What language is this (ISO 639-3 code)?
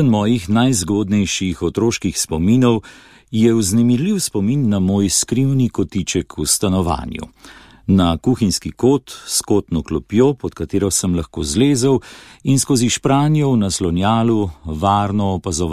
slv